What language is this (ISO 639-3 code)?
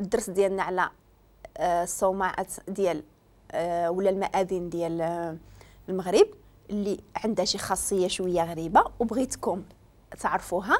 ary